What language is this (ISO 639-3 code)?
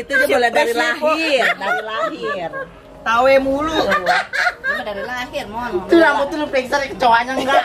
bew